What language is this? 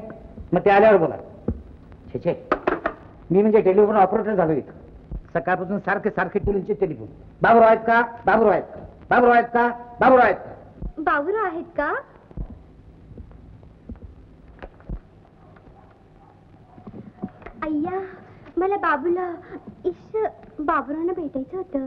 Marathi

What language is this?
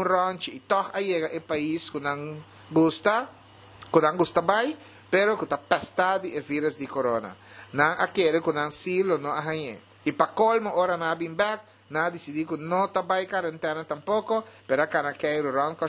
Papiamento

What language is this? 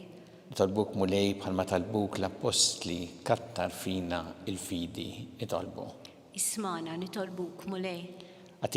Maltese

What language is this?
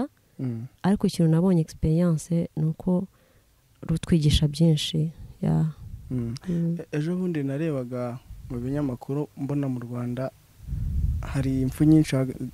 Kinyarwanda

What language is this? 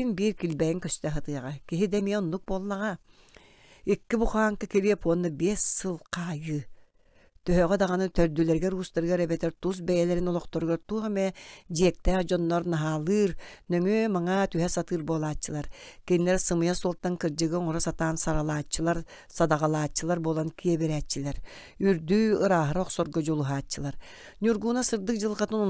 Yakut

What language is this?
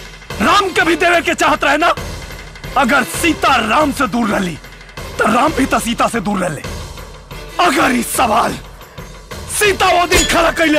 Bhojpuri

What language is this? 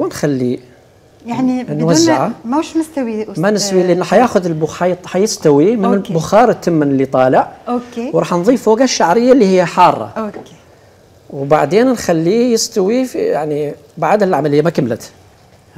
Algerian Arabic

